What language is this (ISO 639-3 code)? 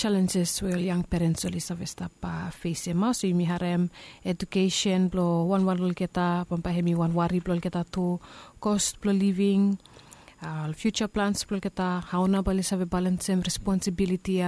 bis